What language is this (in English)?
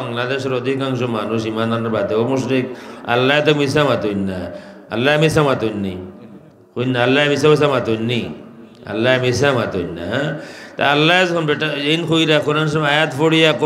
Sylheti